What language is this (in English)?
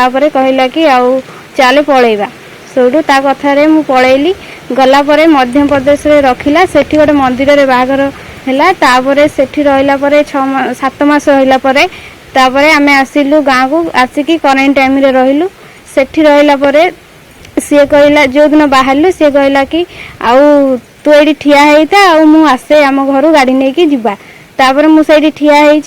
Odia